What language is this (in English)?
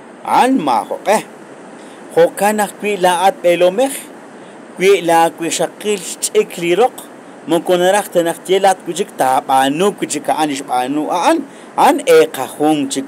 Kekchí